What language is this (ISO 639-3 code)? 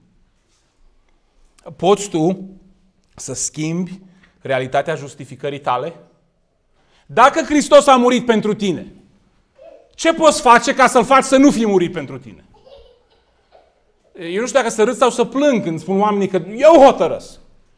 ron